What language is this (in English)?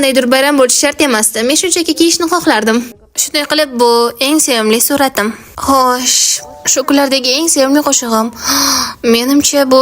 Uzbek